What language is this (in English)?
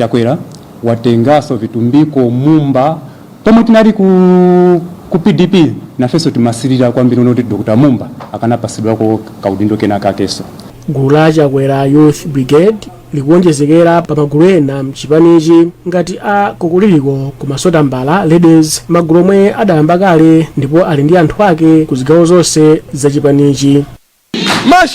Nyanja